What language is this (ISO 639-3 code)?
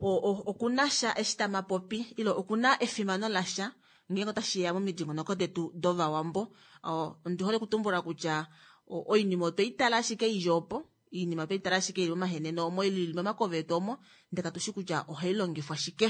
kua